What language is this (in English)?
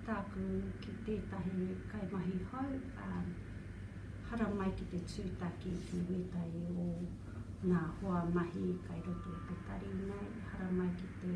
Māori